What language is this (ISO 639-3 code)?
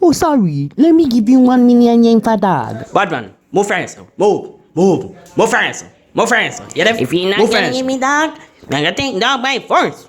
jam